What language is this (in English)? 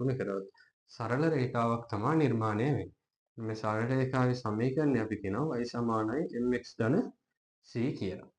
Sinhala